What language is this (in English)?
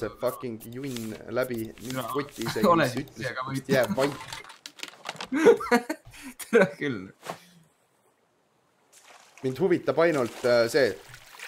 Estonian